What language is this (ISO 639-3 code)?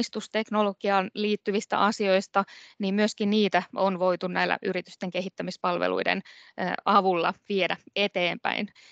fin